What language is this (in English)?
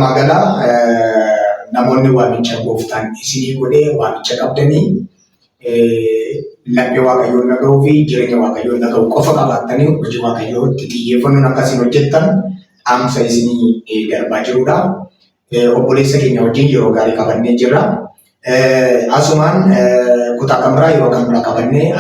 Oromo